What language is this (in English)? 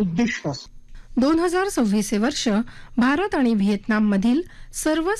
Marathi